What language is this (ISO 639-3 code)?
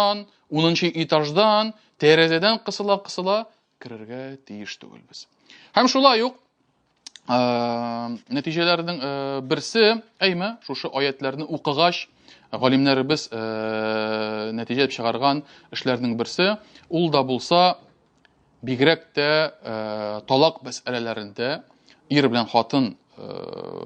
tat